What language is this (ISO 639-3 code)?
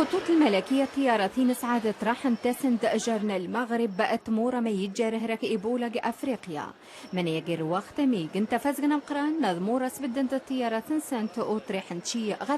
tzm